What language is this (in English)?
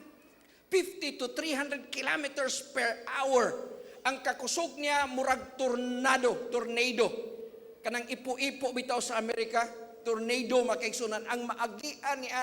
Cebuano